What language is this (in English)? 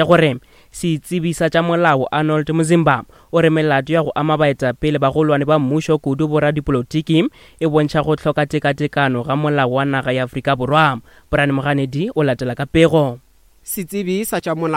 Northern Sotho